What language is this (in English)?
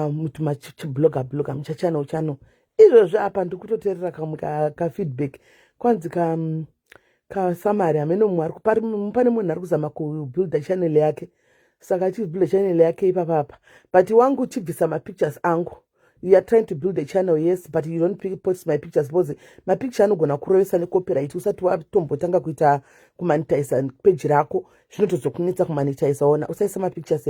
Shona